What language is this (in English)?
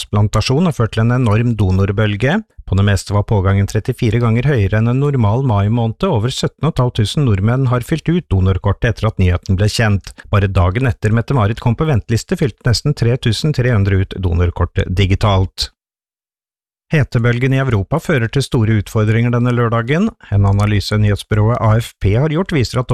Norwegian